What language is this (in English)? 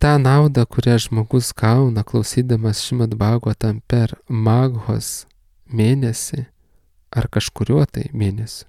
Lithuanian